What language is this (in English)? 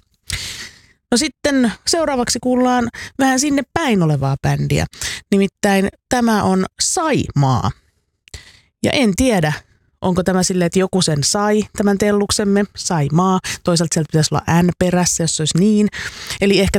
Finnish